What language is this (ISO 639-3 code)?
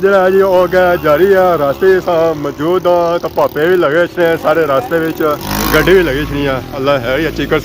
phr